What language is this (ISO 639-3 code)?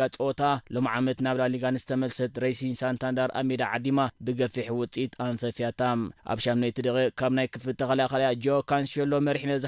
tir